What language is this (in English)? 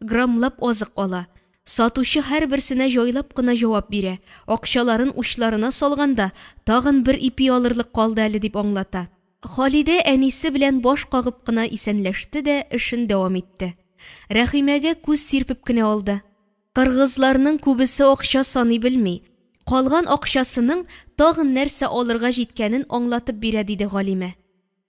Tatar